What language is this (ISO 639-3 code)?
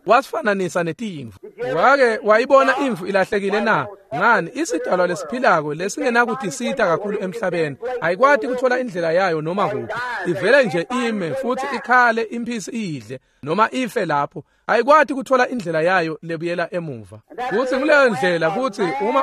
ssw